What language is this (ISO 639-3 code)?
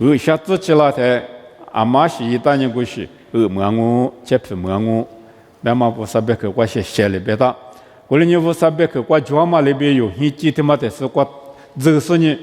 lis